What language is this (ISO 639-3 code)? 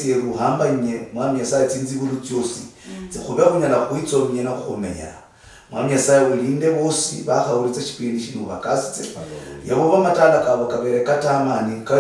luy